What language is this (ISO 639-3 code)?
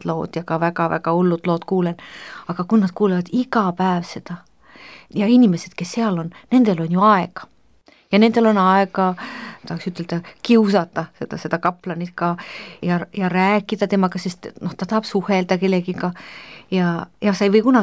est